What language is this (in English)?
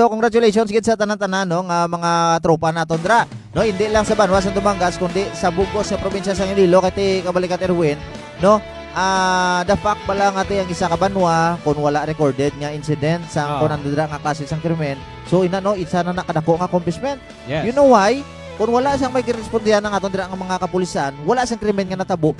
Hiligaynon